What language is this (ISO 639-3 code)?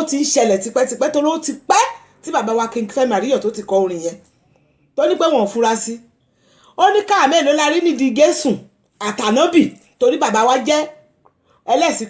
yor